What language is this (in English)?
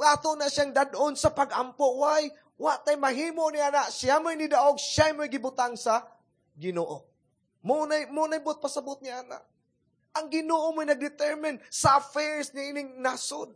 Cebuano